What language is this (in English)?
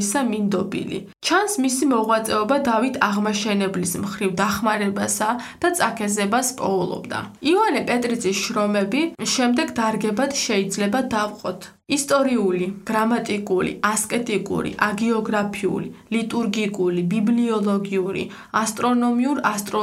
Georgian